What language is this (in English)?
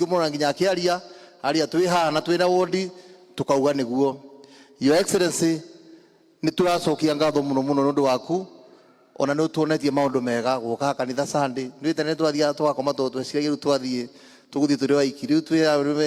Kikuyu